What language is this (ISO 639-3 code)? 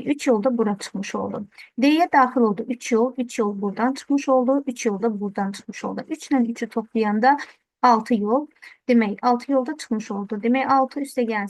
aze